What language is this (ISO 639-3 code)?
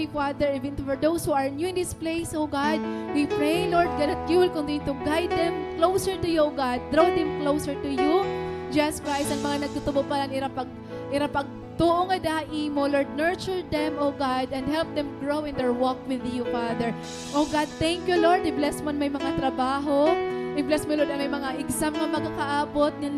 war